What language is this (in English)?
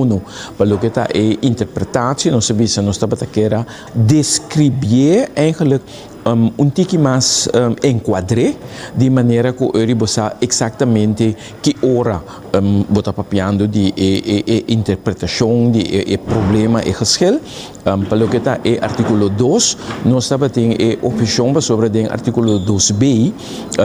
Papiamento